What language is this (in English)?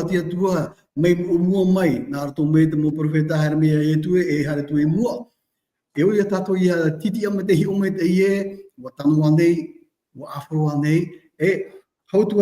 Tahitian